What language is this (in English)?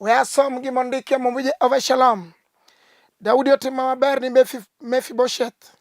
Luo (Kenya and Tanzania)